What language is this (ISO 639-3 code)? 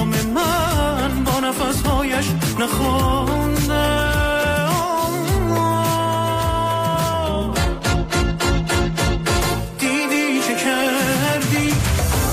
fas